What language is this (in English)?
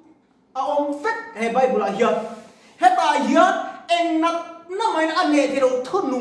Mizo